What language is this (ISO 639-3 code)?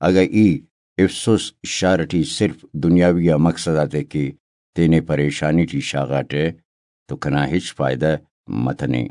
brh